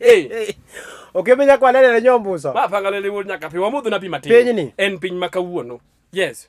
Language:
Luo (Kenya and Tanzania)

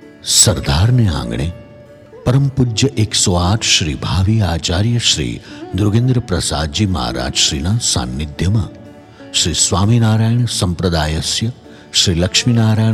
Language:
Gujarati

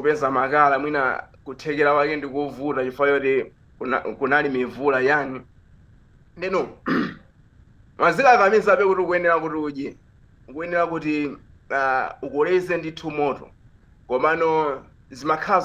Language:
Nyanja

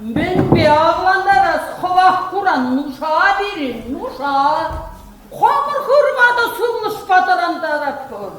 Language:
Chuvash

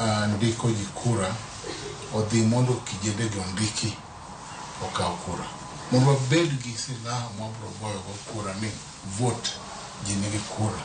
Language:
Luo (Kenya and Tanzania)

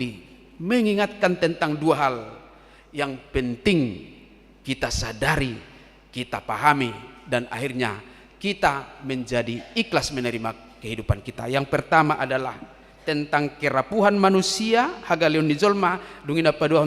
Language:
Batak Toba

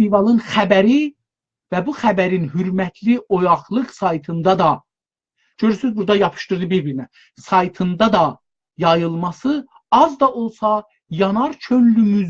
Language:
South Azerbaijani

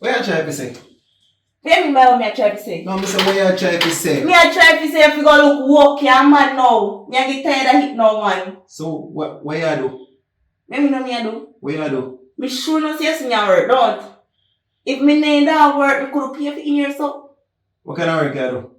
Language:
Jamaican Creole English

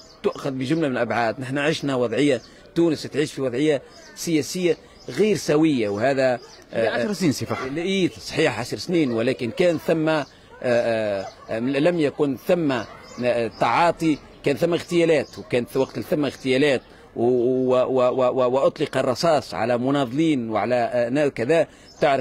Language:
Tunisian Arabic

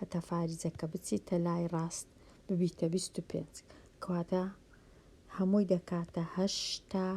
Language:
Central Kurdish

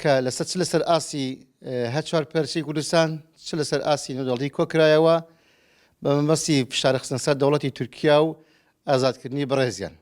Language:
Central Kurdish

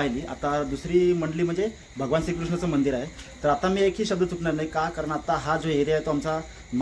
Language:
Marathi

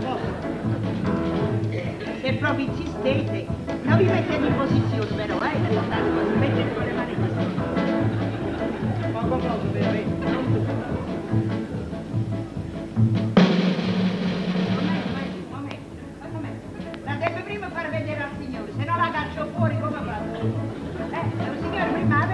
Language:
Italian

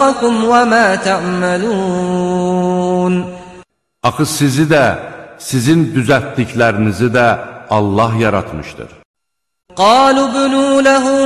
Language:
Azerbaijani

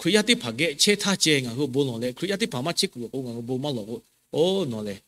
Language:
Lahu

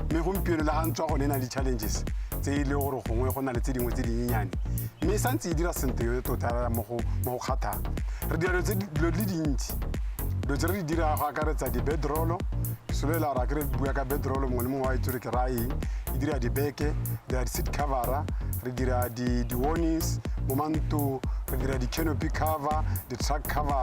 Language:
Tswana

